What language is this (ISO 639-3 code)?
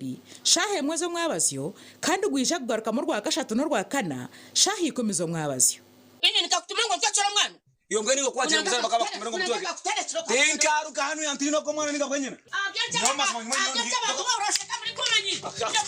nyn